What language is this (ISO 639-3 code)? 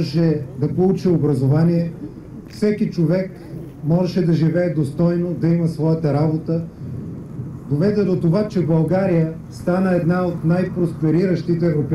bul